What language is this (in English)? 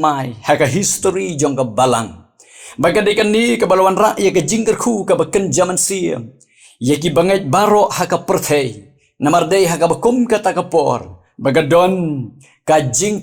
Khasi